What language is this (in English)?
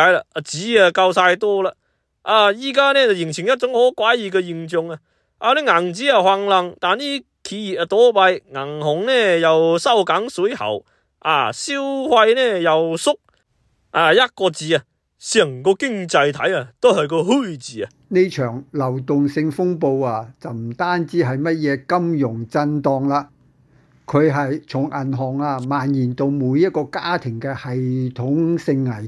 Cantonese